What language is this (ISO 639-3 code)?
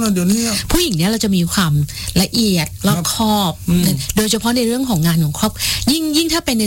tha